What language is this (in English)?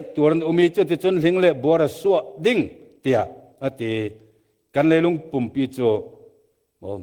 Falam Chin